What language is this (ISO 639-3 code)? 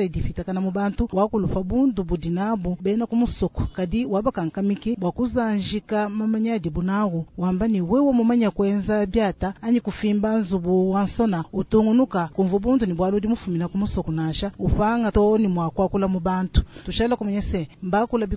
lua